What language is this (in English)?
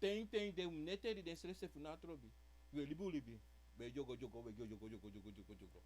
Sranan Tongo